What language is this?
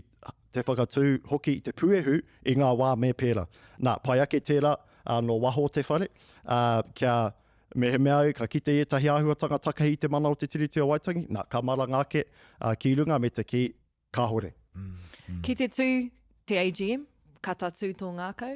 Māori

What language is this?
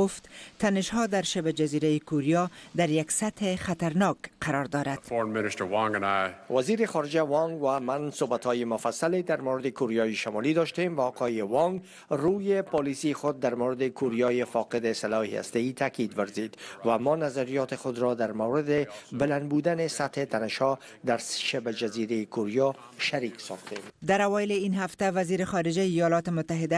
Persian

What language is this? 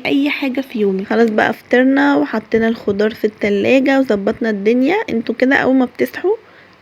Egyptian Arabic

